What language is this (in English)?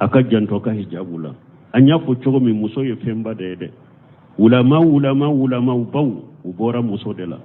Bambara